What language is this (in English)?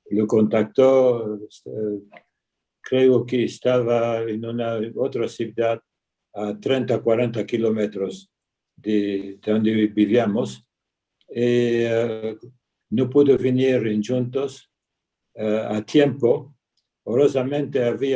Ladino